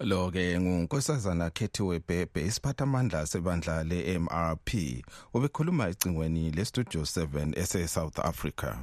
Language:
North Ndebele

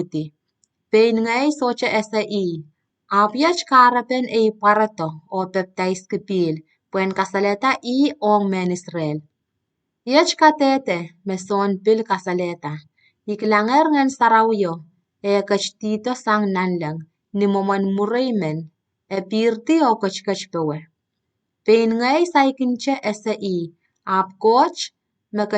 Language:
Pohnpeian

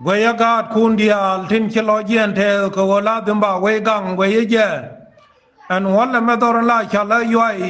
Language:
Nuer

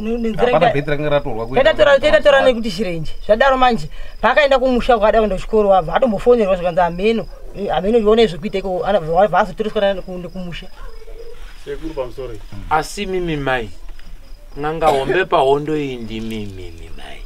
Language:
Shona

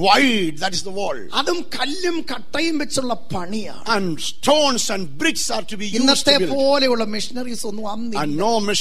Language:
Malayalam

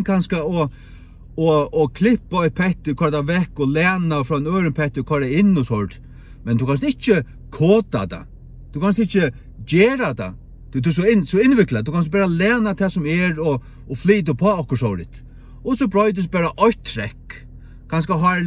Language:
Faroese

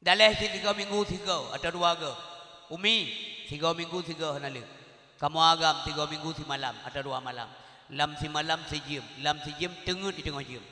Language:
Achinese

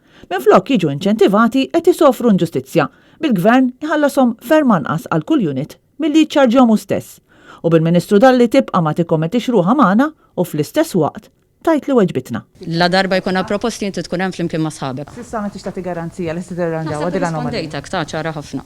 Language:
Maltese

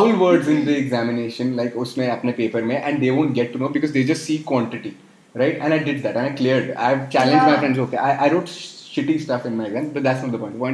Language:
English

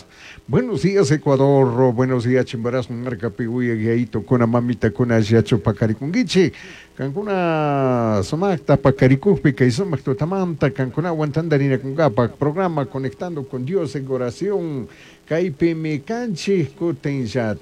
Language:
Chimborazo Highland Quichua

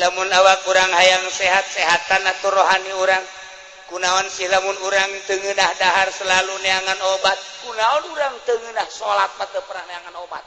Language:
Sundanese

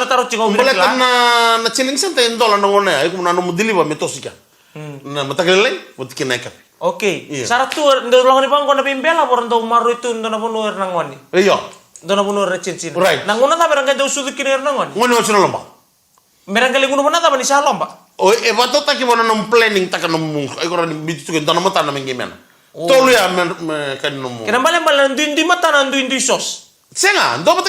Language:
Fijian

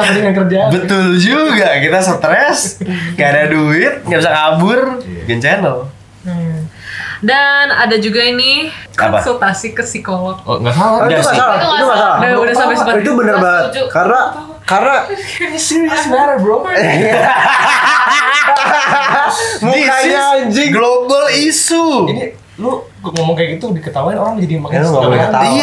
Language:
Indonesian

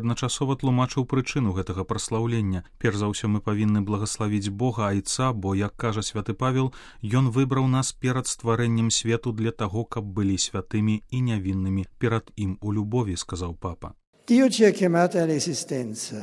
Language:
Belarusian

